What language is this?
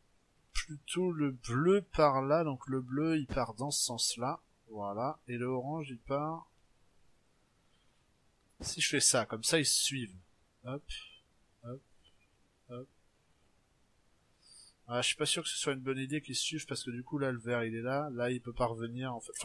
French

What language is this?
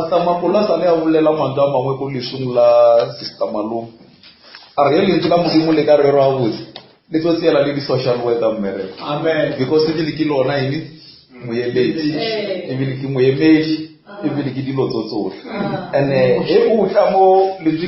Northern Sotho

